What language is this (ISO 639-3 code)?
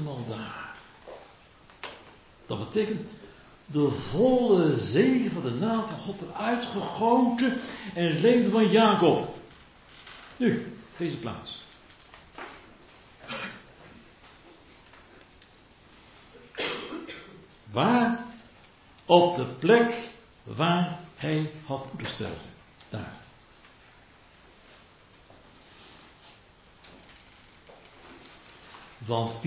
nld